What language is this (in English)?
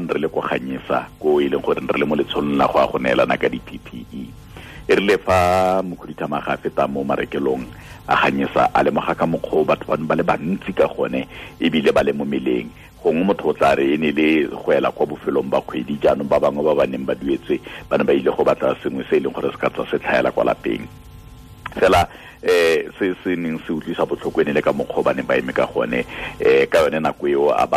Tswana